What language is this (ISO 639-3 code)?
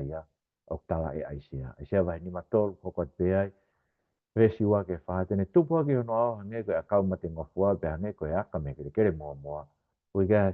ton